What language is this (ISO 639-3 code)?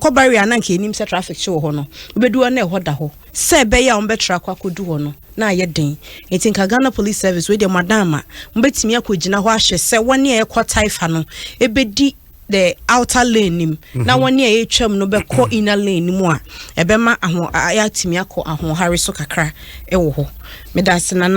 aka